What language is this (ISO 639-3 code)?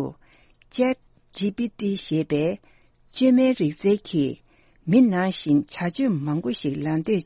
bod